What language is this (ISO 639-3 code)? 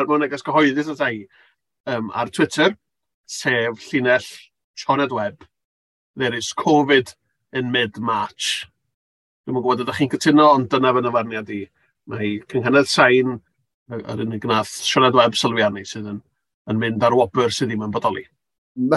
cym